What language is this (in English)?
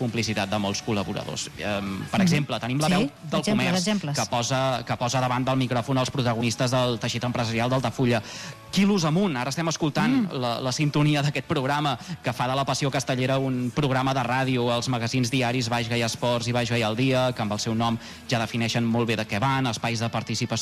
Catalan